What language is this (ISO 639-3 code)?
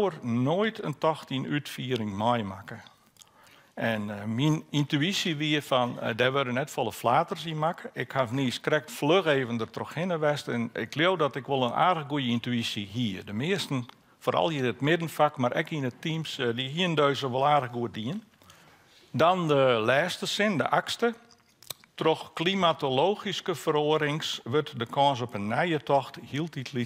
fry